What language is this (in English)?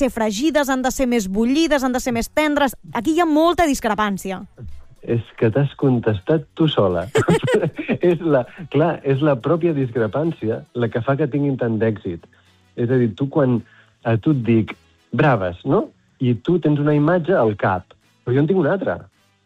Catalan